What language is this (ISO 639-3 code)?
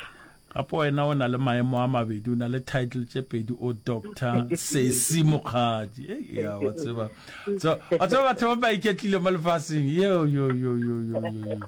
nso